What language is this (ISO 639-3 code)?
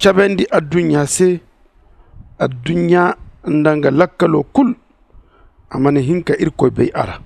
dje